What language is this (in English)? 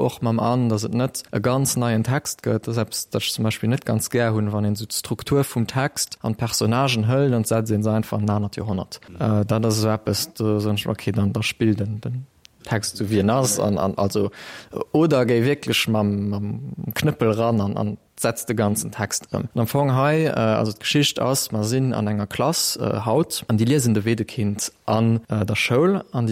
Luxembourgish